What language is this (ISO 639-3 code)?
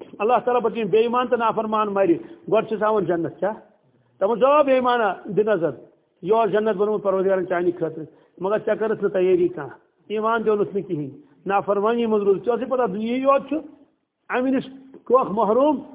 kas